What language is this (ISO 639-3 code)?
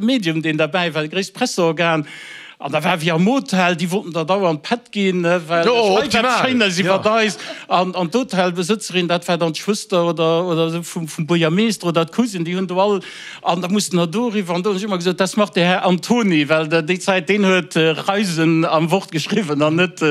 ltz